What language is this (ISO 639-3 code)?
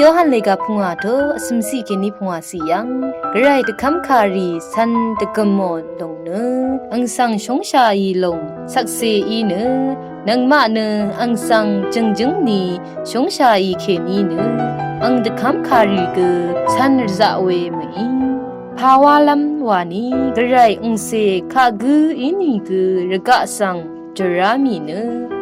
raw